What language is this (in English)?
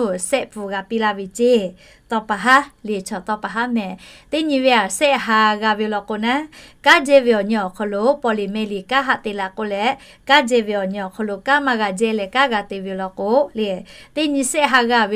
Lahu